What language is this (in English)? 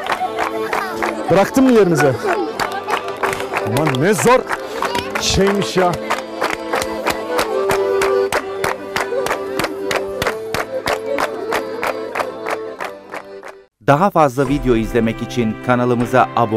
Turkish